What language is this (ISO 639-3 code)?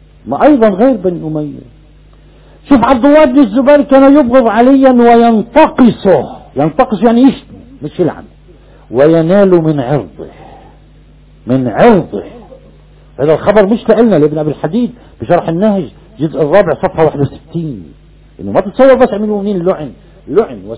ara